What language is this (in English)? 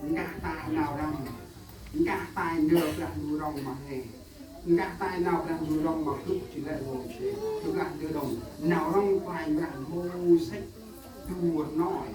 Central Mnong